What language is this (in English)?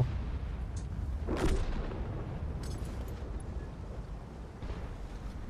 Czech